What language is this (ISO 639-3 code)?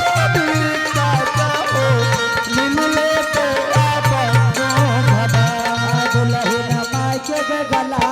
anp